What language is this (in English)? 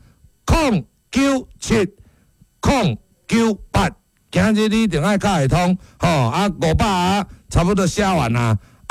Min Nan Chinese